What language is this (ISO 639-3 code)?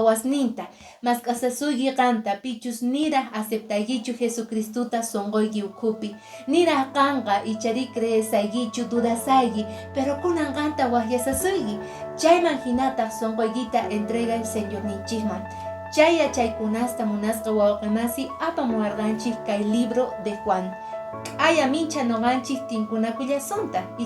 que